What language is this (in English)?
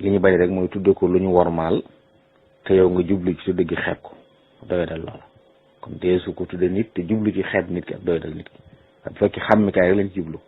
Wolof